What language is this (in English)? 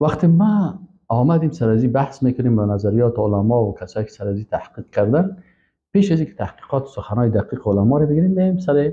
Persian